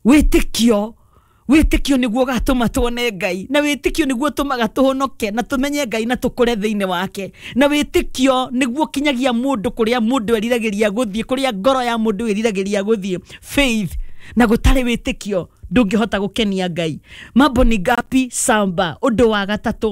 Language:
Kikuyu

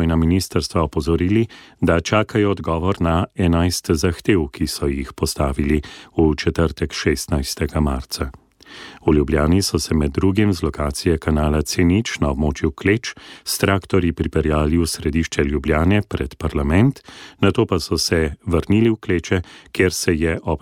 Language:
Slovenian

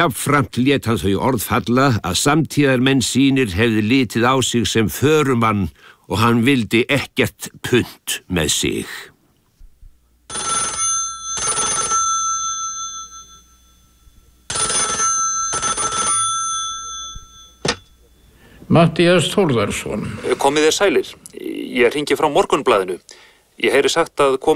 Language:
Icelandic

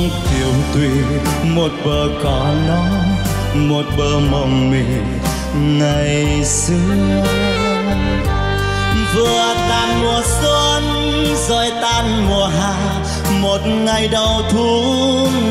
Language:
Vietnamese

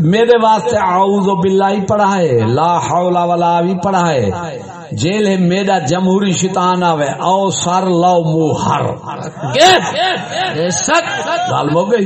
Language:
Saraiki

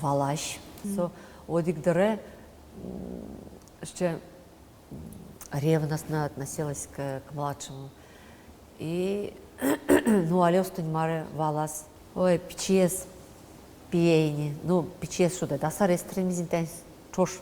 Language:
Udmurt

